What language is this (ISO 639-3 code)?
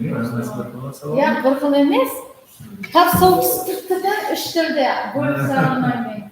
kaa